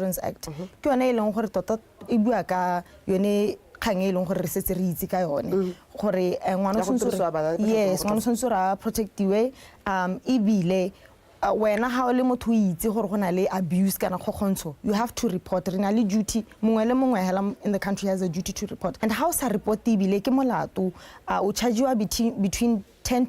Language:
Tswana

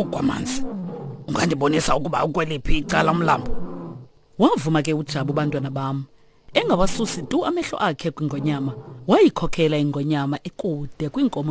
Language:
Xhosa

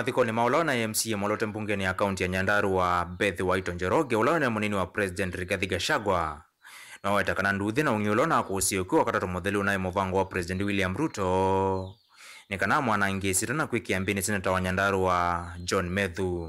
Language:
Kamba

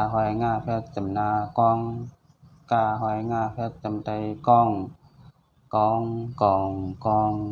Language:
Shan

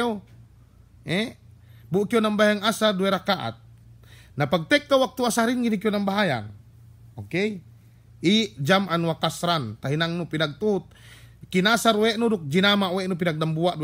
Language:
Yakan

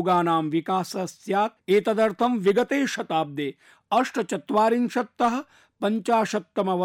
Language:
Sanskrit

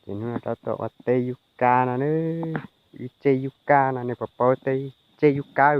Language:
Hmong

